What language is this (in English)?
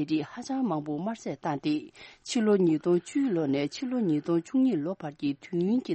Tibetan